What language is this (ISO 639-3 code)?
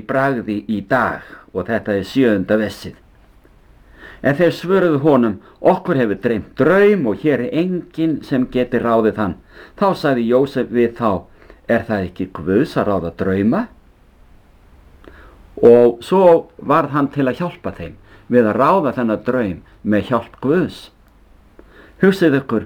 isl